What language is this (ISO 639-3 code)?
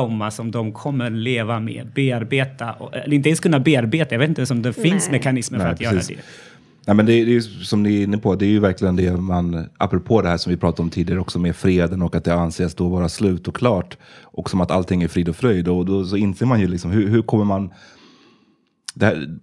swe